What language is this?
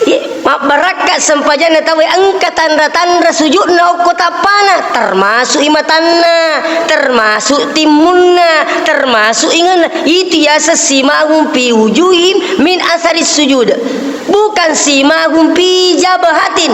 Buginese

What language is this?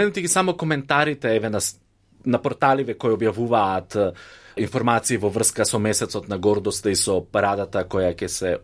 Macedonian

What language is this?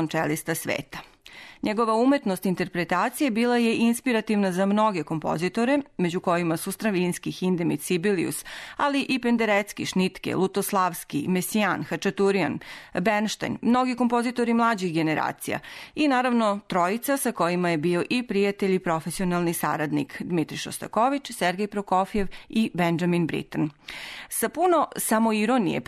Serbian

